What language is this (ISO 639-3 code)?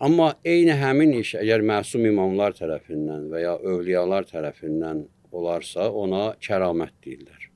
aze